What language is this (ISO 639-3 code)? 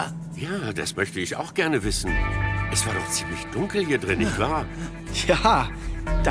gsw